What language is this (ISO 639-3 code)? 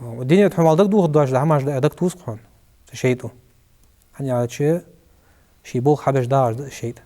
inh